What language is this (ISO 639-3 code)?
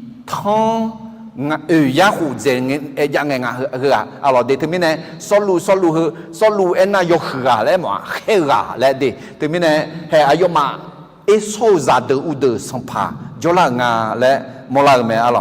ahk